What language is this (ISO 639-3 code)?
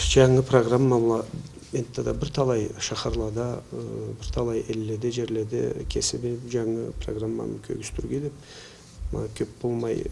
krc